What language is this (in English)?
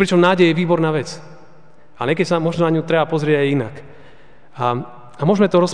Slovak